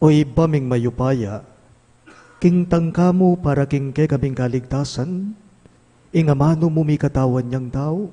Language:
Pampanga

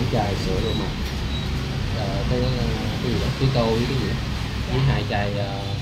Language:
Vietnamese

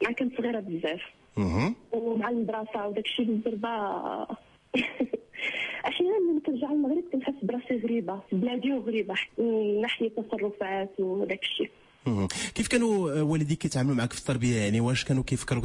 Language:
Moroccan Arabic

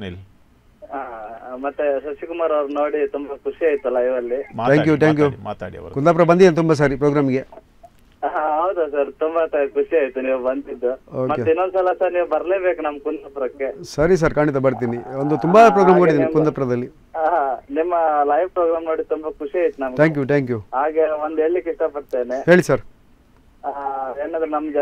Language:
Kannada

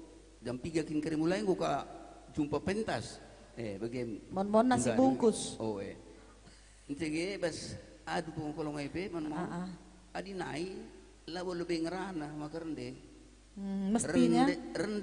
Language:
Batak Karo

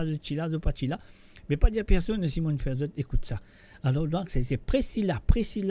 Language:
Morisyen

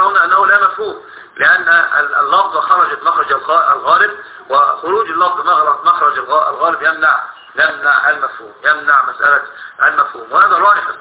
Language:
Arabic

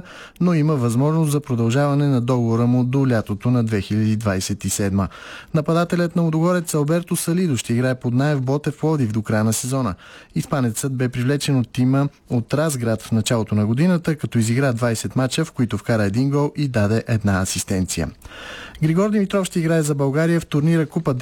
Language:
Bulgarian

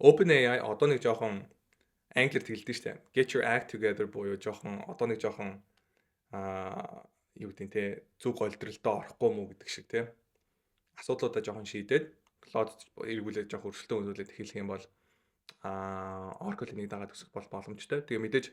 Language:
Mongolian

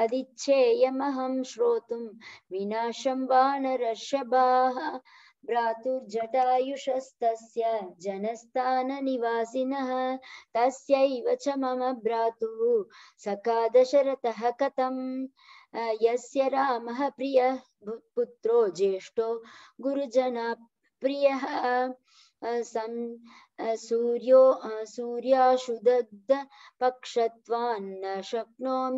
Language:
Sanskrit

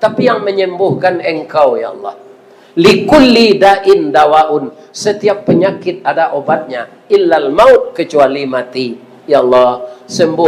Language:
Minangkabau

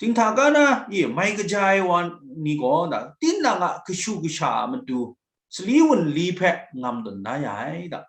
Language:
Kachin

